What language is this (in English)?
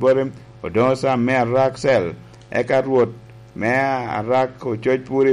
Lango (Uganda)